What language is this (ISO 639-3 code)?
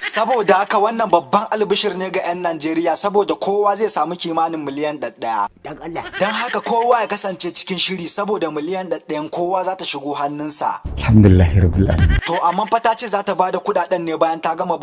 hau